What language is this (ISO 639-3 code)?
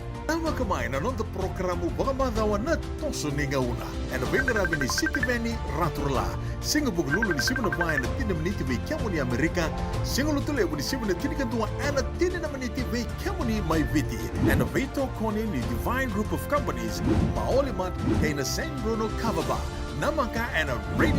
fij